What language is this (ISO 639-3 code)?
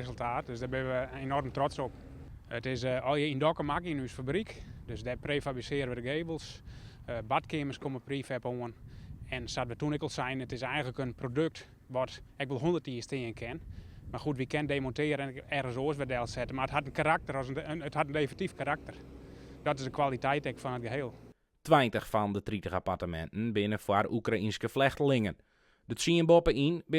fry